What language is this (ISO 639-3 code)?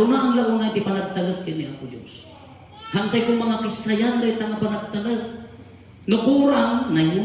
ilo